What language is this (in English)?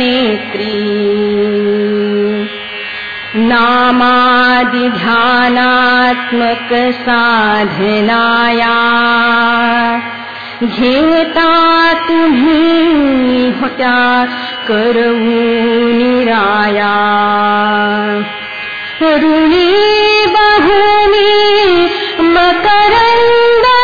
Marathi